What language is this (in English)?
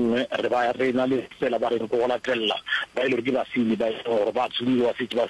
Northern Sotho